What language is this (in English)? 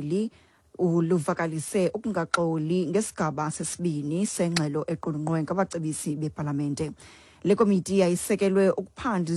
Xhosa